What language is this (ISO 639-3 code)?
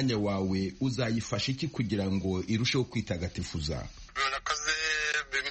kin